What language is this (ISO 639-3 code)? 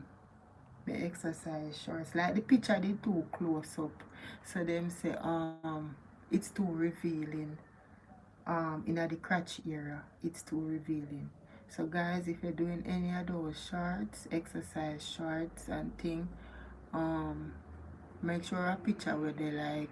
jam